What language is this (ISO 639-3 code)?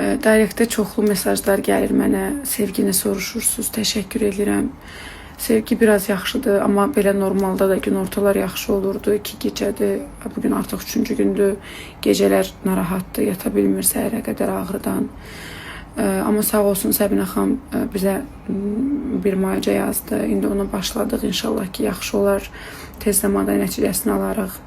aze